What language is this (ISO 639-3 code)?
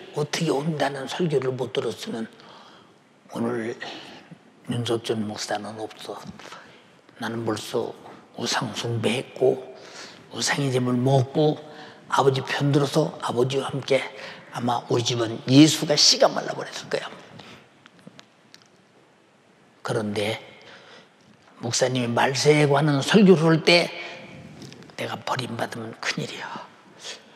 kor